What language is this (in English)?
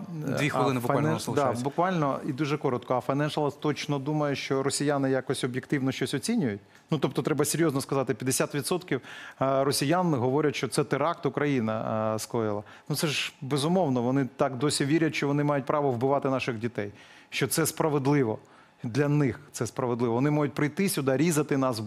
Ukrainian